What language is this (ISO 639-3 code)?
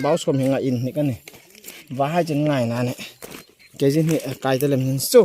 hmr